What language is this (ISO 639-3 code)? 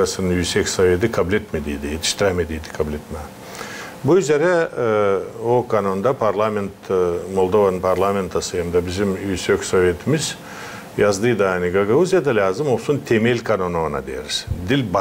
gag